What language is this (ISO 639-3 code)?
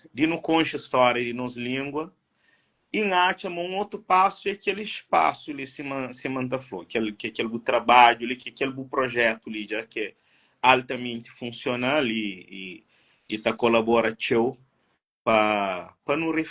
kea